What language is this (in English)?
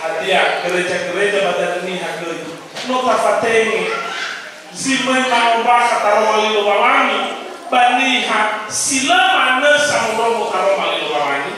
Nias